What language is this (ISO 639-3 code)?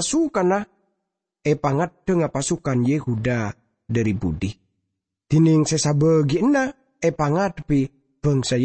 mad